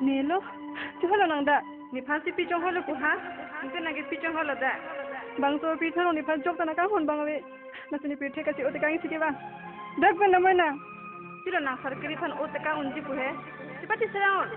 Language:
Karbi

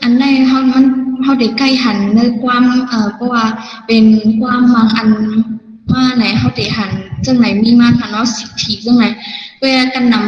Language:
Shan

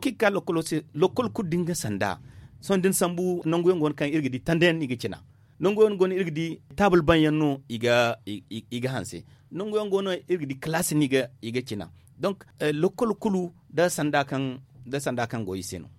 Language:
Zarma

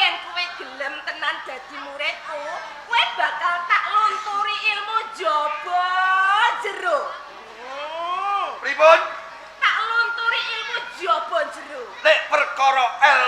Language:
Javanese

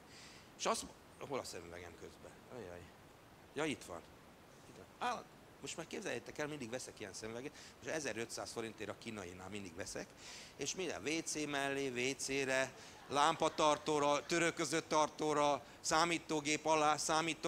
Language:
Hungarian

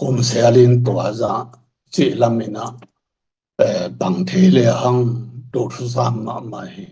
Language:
Tedim Chin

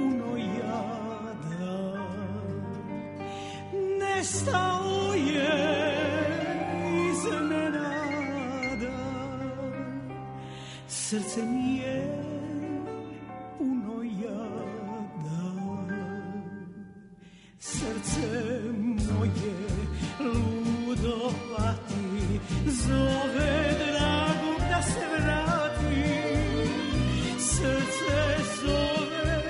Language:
Serbian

